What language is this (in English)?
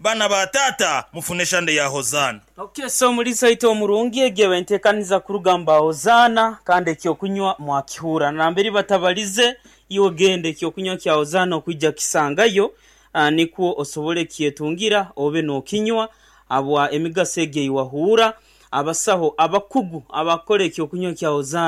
Nyankole